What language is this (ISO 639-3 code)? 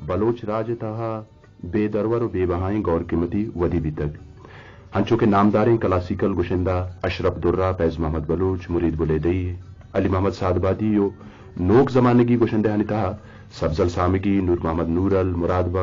bgp